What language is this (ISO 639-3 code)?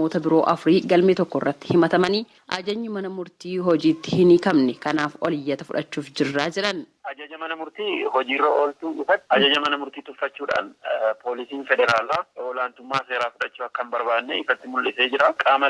orm